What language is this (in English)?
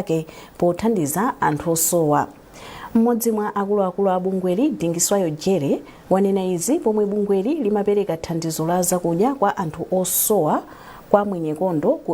Nyanja